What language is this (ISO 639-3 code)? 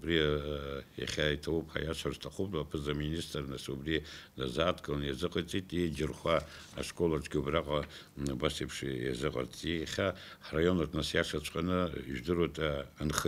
abk